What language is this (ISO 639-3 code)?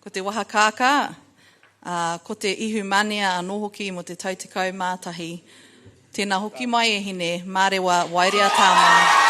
mri